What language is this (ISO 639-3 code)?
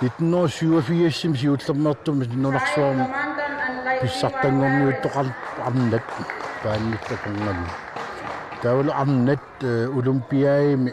kal